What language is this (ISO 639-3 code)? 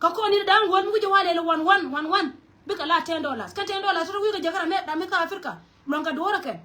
nus